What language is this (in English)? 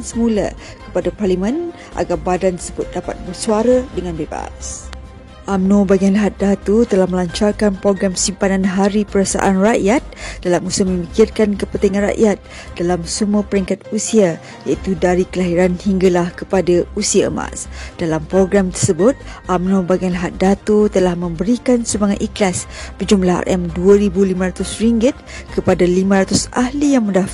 Malay